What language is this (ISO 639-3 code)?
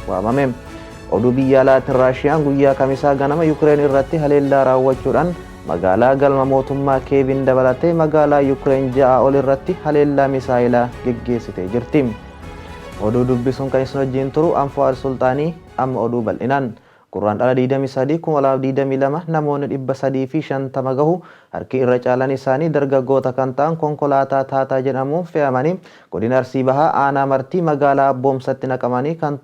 orm